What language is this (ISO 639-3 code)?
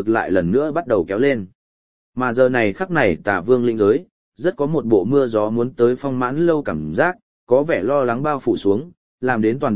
vie